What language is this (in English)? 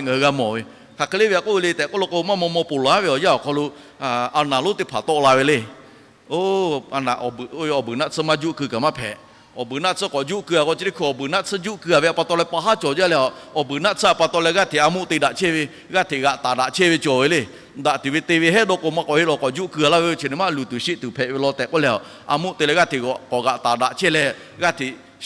Lahu